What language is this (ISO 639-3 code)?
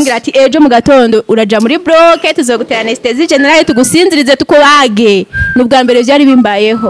run